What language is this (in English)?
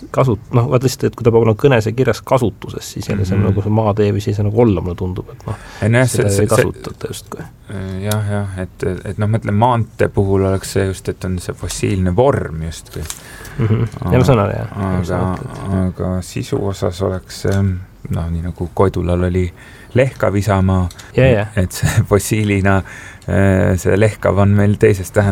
Estonian